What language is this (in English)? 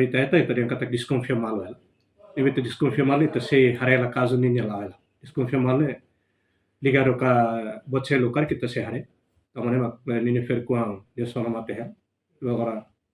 Tetum